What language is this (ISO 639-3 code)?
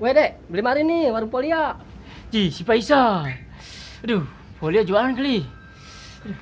bew